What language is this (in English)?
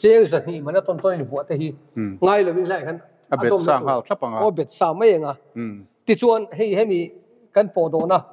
Mizo